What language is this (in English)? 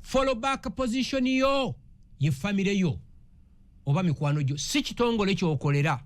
Ganda